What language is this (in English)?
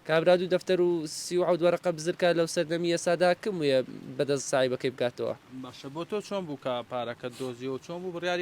Central Kurdish